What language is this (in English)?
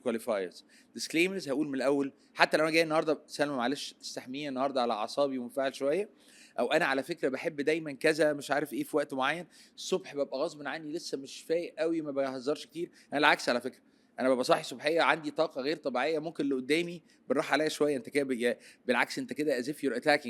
Egyptian Arabic